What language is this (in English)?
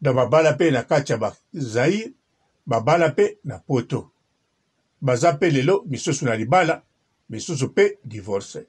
Lingala